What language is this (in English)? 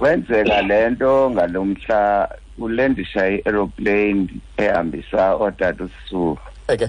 Xhosa